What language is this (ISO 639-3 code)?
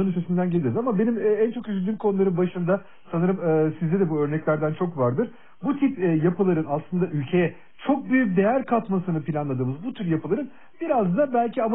tur